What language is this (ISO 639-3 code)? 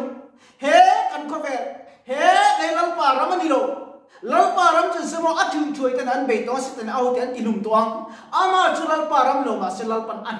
lus